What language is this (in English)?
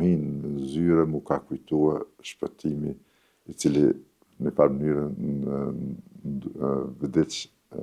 Albanian